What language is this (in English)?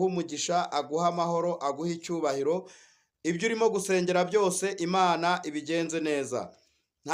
Kinyarwanda